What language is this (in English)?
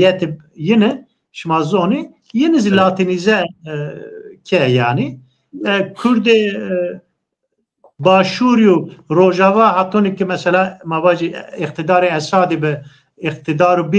Zaza